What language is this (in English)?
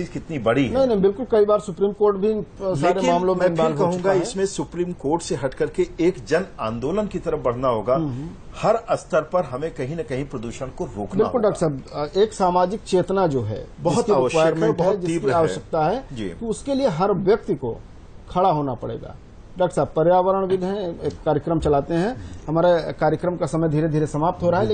Hindi